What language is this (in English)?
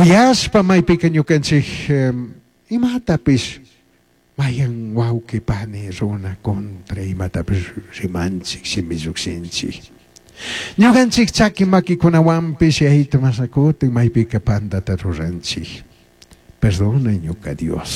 Chimborazo Highland Quichua